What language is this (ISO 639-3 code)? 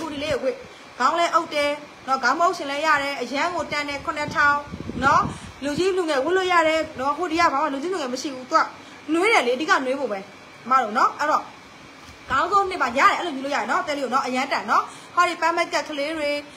mya